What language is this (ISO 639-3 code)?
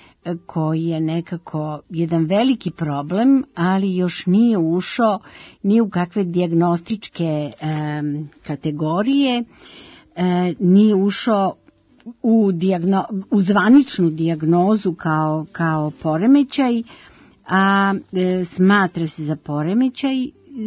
srp